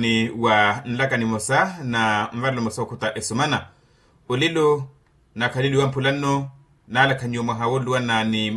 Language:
Makhuwa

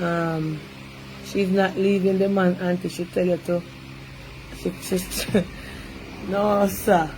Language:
Jamaican Creole English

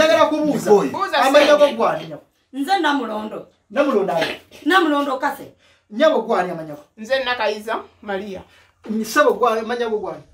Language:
Ganda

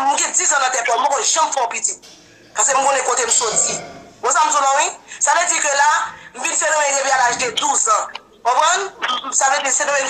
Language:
Haitian Creole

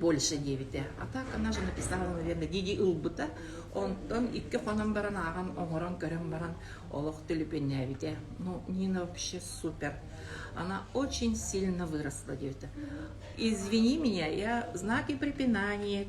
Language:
Yakut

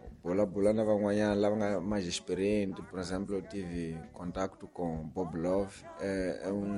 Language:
Tsonga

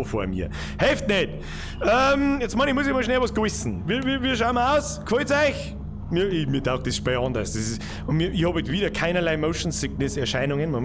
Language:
Bavarian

